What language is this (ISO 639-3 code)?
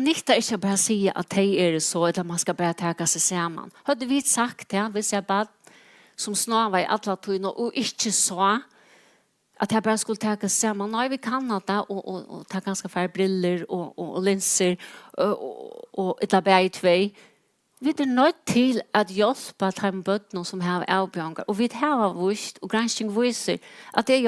fao